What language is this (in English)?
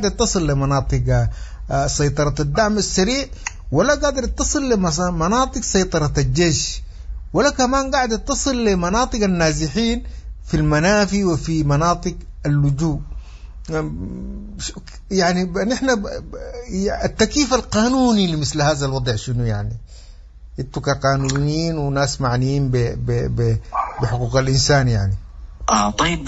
Sudanese Arabic